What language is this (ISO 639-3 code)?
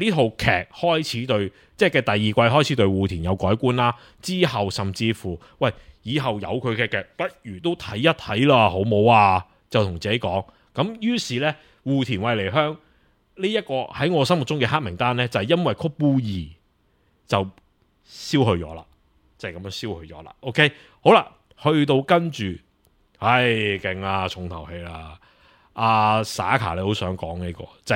yue